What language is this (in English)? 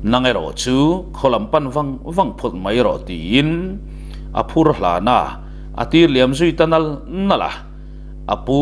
Mizo